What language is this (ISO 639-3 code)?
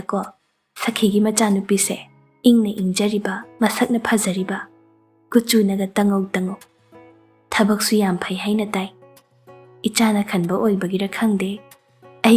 mni